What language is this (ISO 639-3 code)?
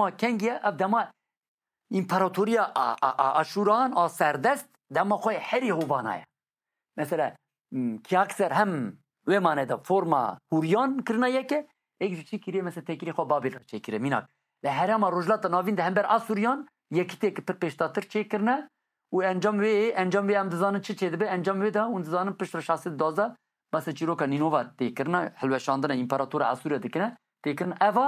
kur